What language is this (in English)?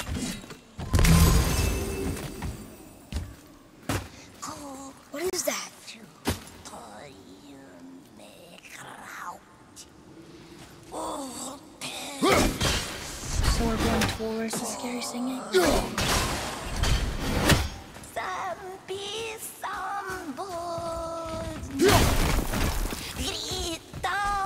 English